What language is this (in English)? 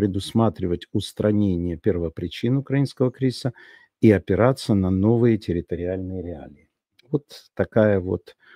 Russian